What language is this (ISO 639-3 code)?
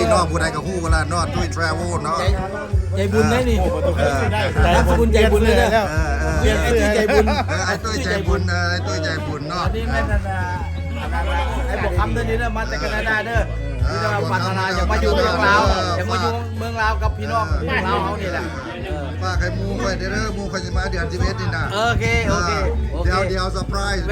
lao